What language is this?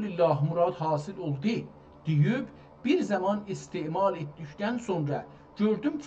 South Azerbaijani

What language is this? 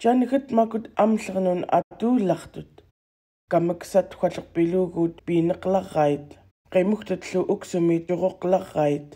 Central Yupik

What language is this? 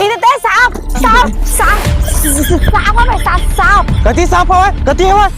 Chhattisgarhi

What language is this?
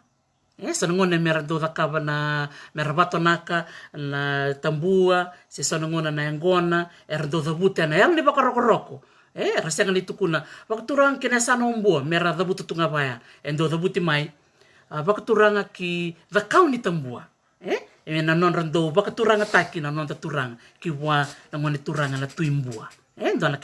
Fijian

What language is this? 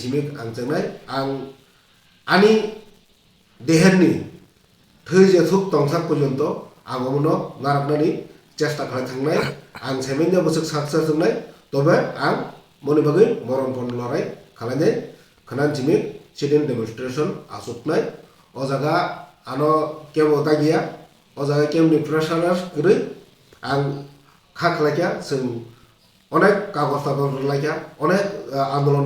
Kok Borok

